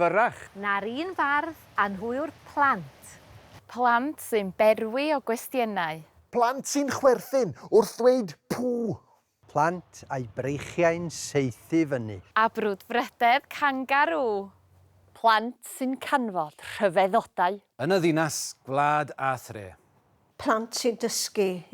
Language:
Welsh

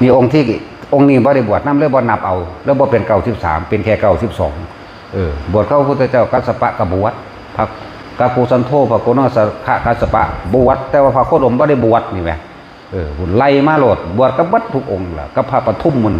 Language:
Northeastern Thai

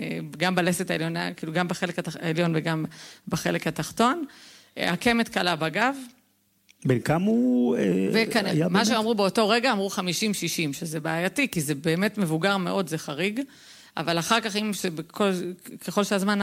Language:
Hebrew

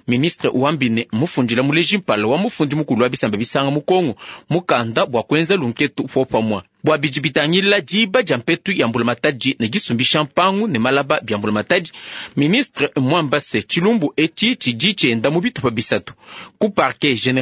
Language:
Luba-Lulua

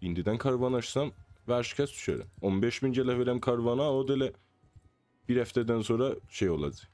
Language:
South Azerbaijani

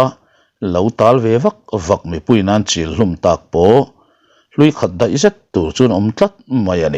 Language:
Mizo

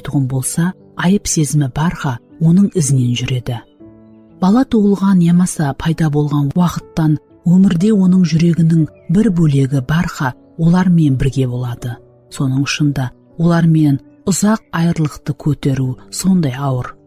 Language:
Kara-Kalpak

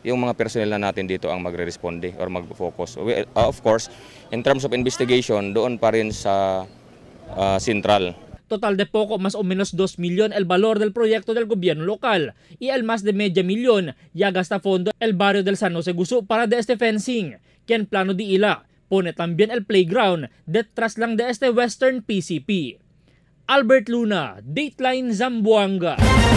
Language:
Chavacano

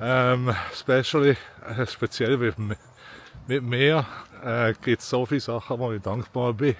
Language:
Swiss German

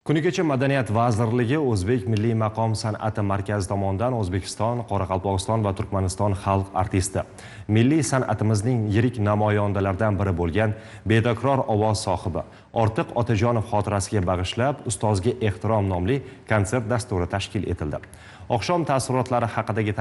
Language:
Uzbek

